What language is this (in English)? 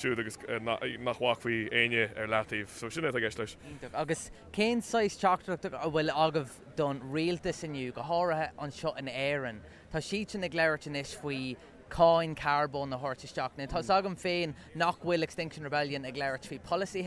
Irish